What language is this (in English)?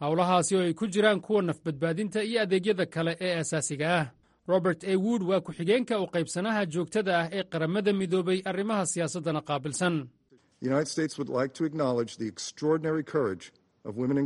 Somali